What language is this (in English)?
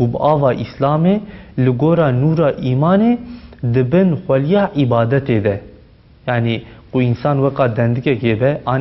Kurdish